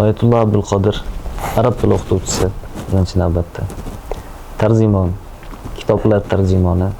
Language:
Uzbek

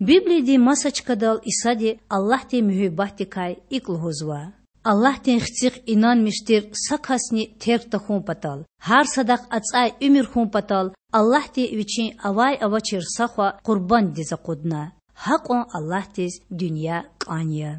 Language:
Lezghian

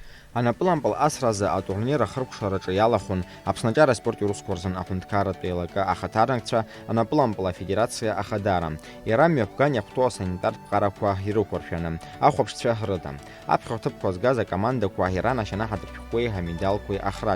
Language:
Abkhazian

